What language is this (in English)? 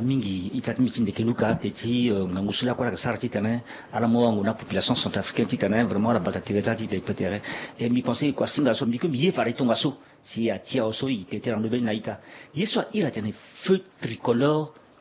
Sango